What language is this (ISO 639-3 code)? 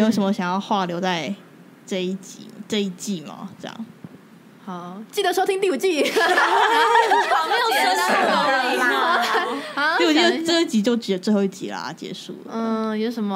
zho